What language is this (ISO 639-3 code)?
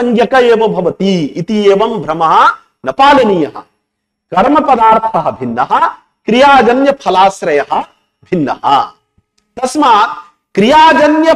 san